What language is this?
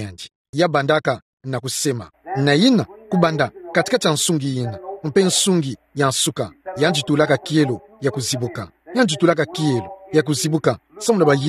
Kituba (Democratic Republic of Congo)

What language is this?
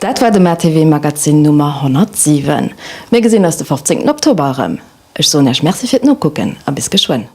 Luxembourgish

